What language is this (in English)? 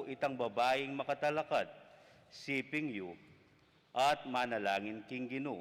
Pampanga